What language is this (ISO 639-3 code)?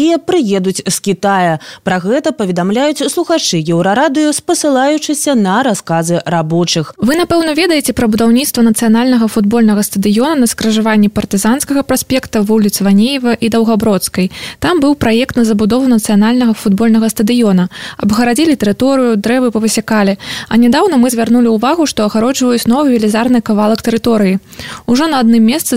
bel